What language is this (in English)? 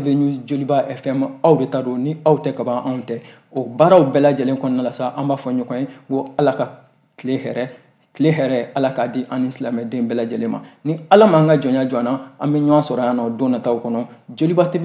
Bambara